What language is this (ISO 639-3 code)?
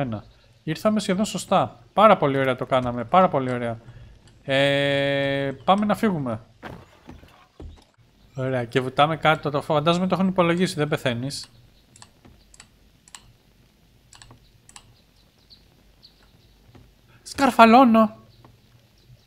ell